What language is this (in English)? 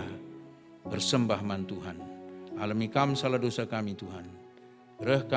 Batak Karo